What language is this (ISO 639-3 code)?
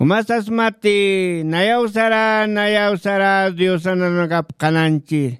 aym